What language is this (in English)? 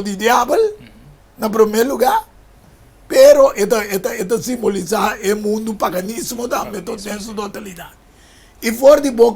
Papiamento